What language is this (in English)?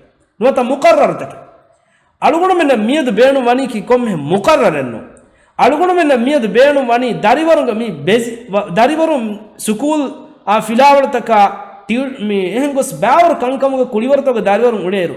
Divehi